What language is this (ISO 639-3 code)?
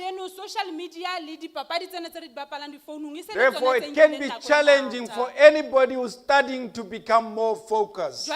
sot